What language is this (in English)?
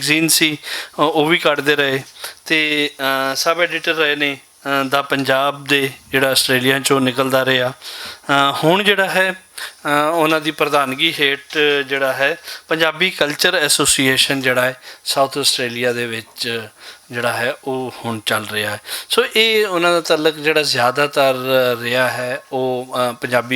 Western Panjabi